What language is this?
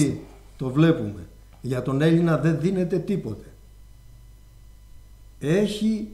Greek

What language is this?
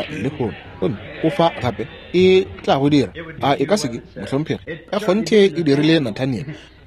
Northern Sotho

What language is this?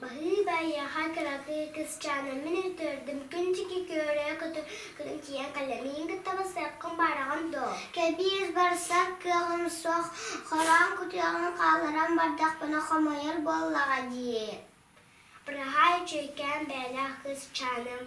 Yakut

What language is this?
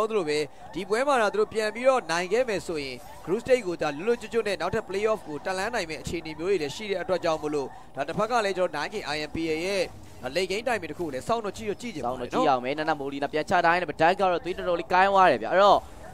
Burmese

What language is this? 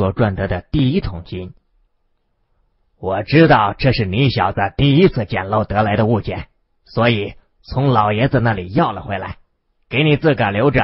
Chinese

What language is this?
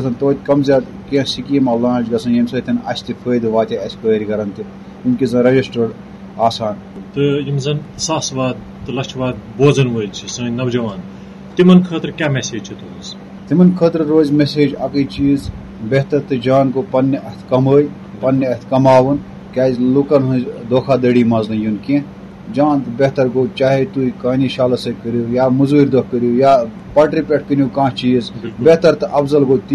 Kashmiri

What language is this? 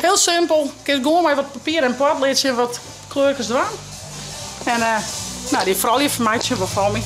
Western Frisian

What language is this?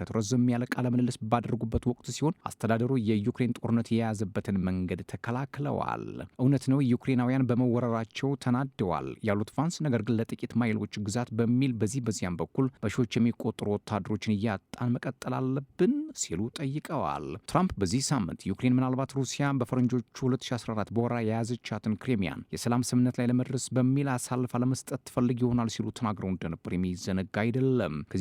Amharic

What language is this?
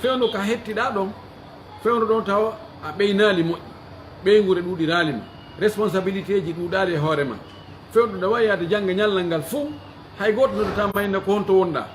Pular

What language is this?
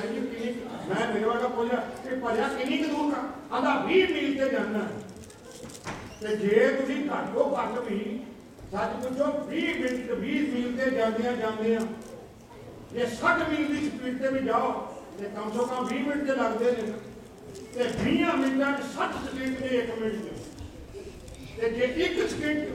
Punjabi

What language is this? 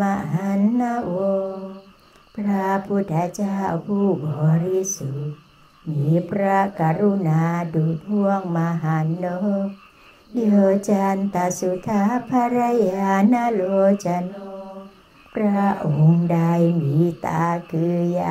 Thai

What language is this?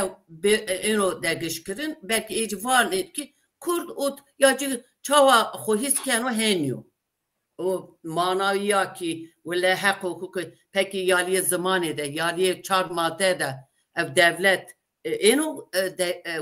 Zaza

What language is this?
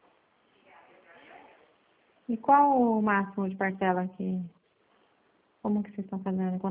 Portuguese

